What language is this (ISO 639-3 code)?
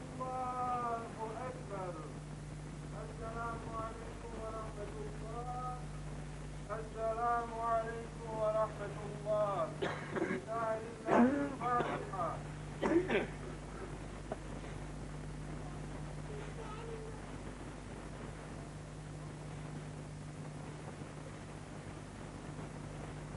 bos